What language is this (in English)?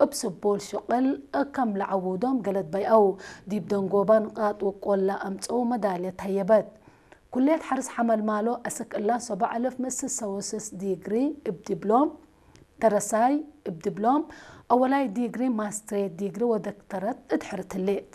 Tigre